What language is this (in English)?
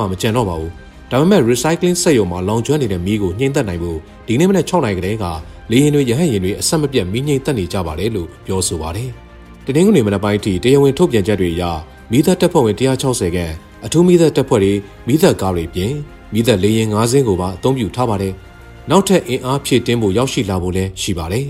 Burmese